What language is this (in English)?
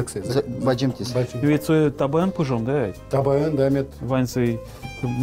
Udmurt